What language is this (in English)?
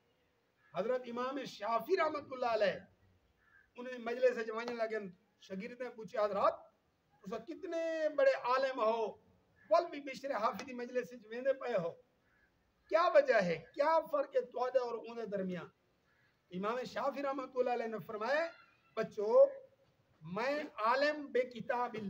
Saraiki